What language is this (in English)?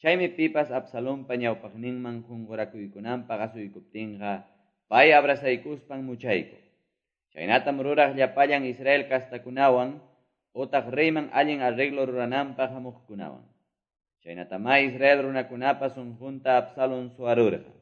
Quechua